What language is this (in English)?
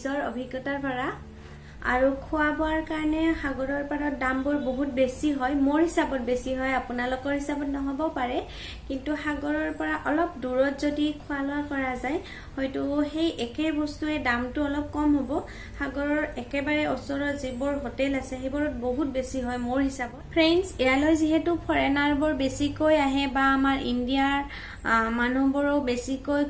Assamese